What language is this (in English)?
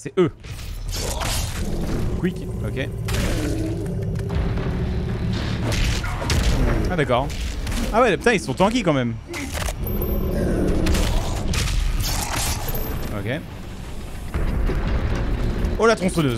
French